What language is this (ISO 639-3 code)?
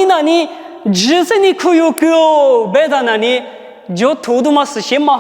lis